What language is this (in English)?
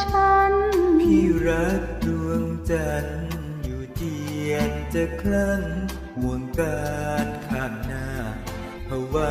Thai